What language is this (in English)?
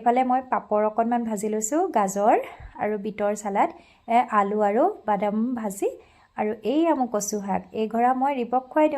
Assamese